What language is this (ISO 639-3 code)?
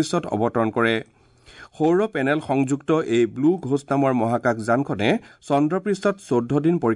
asm